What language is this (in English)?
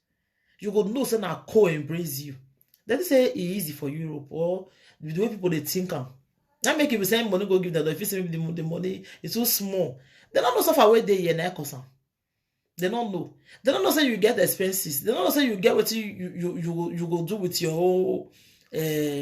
Nigerian Pidgin